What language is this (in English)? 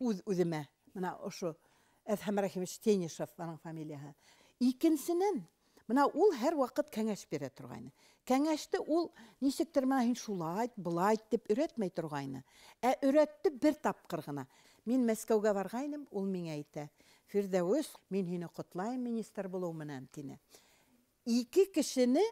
Bashkir